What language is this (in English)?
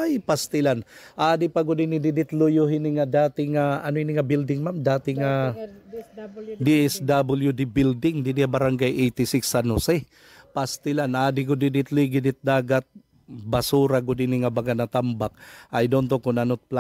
Waray